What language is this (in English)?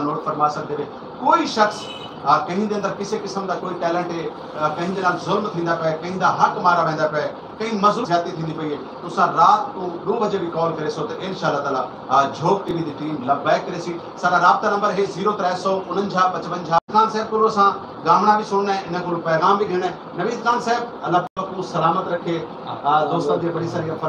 Saraiki